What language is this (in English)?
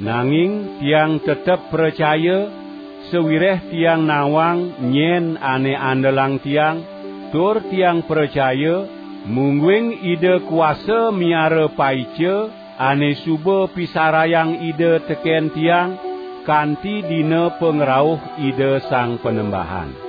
Balinese